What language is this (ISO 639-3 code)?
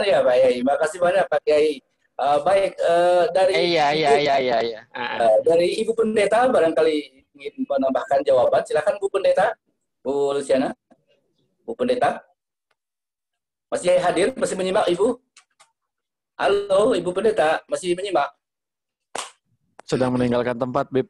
ind